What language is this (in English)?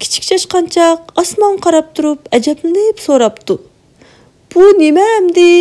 Uyghur